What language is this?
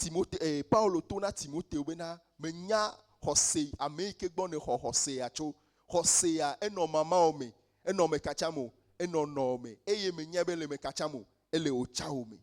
Ewe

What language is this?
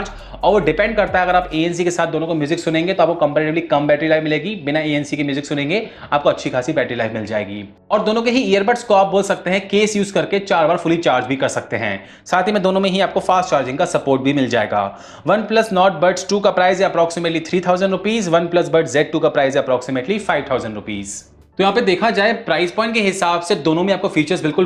Hindi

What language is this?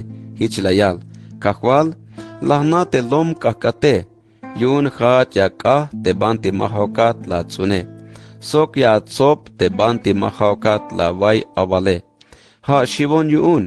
Tzeltal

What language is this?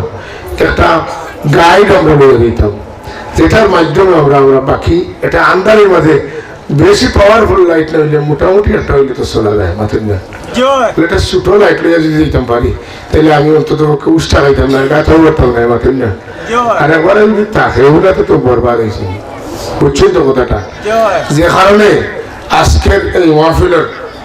Sylheti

